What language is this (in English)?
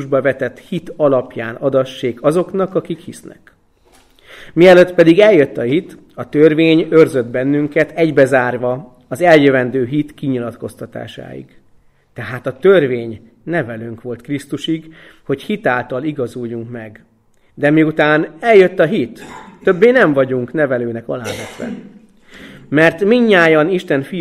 Hungarian